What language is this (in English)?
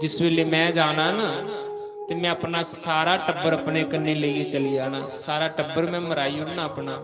Dogri